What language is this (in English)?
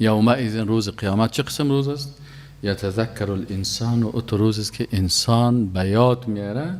Persian